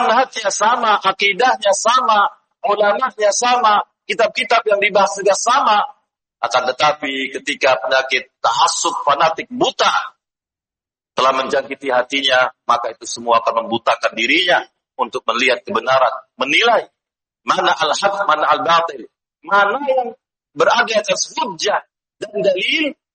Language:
Indonesian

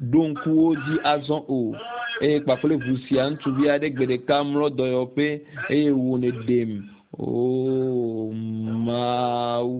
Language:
Ewe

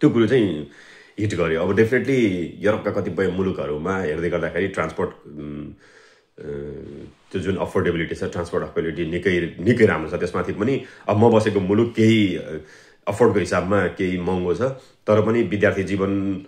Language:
Nepali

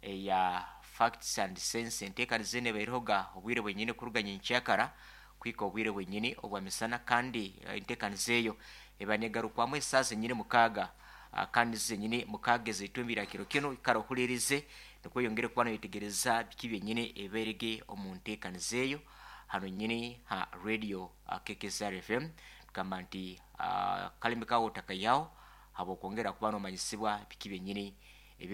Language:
Nyankole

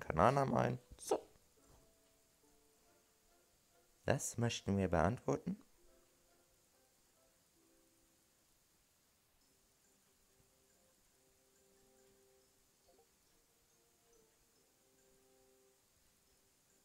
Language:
German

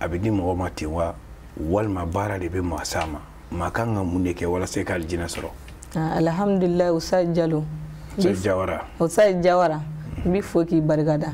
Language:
Bambara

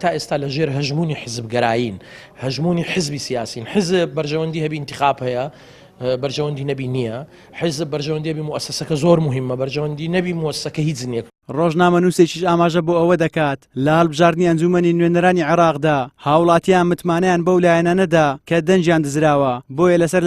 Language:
Central Kurdish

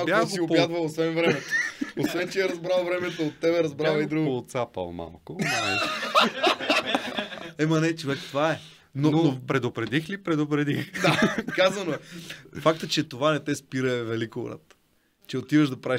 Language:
Bulgarian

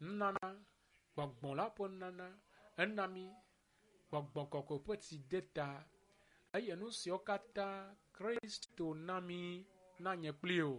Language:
Ewe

